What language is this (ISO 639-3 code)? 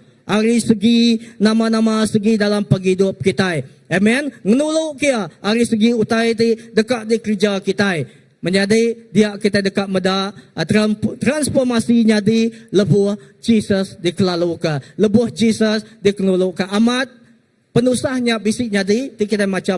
iba